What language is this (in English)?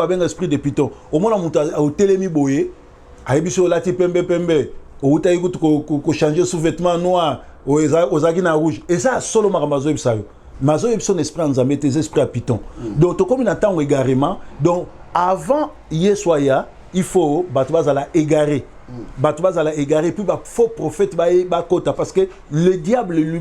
Lingala